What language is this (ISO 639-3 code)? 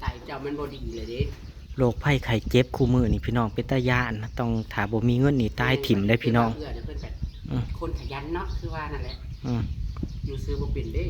tts